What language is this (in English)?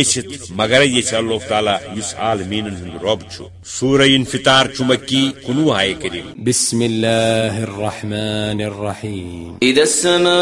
Kashmiri